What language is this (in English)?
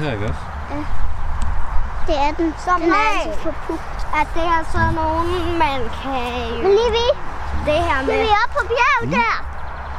Danish